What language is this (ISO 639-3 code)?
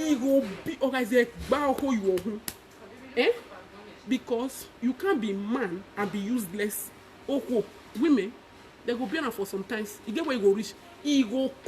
pcm